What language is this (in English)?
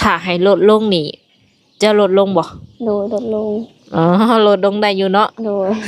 Lao